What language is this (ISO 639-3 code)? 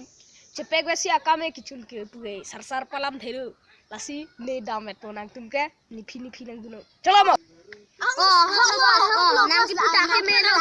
mjw